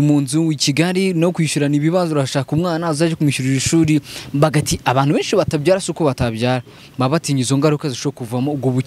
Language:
Kinyarwanda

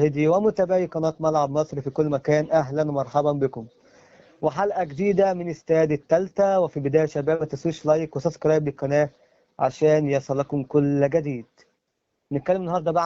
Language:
Egyptian Arabic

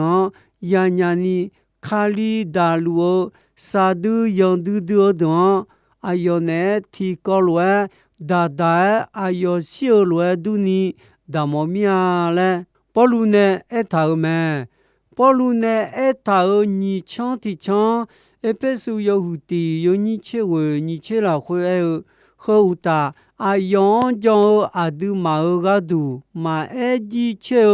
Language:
Akha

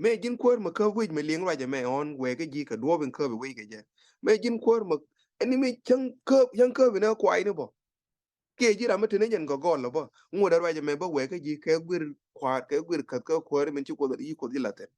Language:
Nuer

